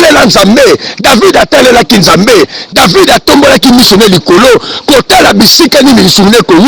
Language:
Lingala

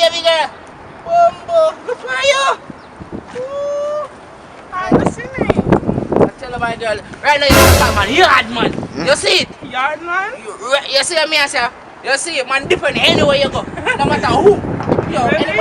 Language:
Jamaican Creole English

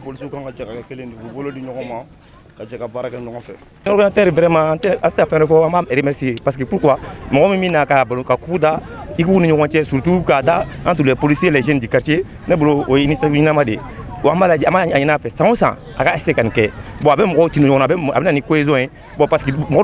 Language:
Bambara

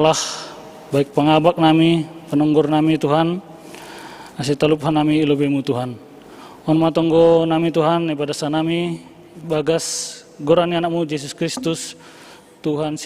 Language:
Batak Simalungun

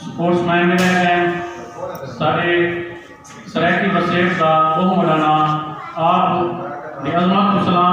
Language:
Saraiki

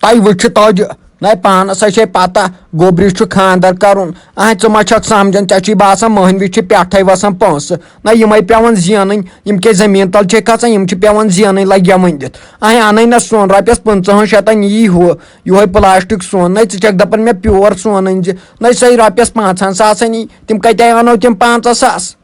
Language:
Kashmiri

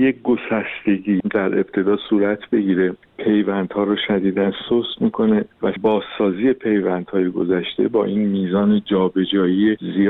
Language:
Persian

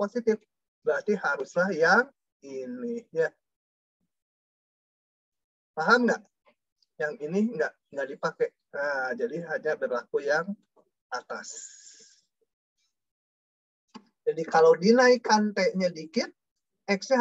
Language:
Indonesian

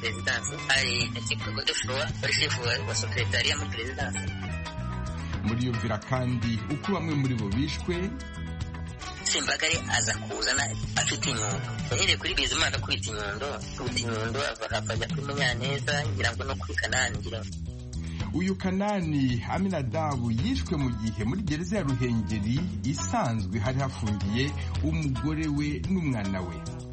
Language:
Kinyarwanda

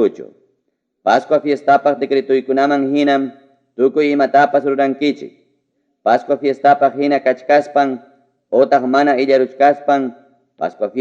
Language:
Ayacucho Quechua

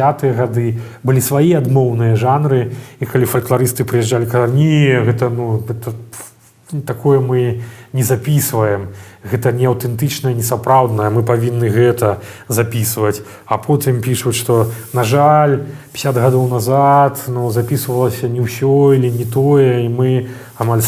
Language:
Belarusian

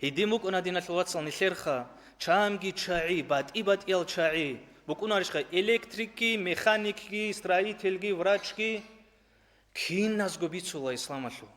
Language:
Avaric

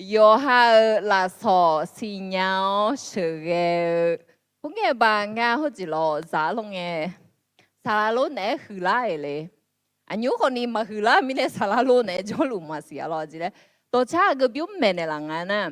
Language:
Akha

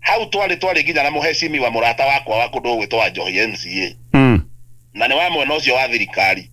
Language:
Kikuyu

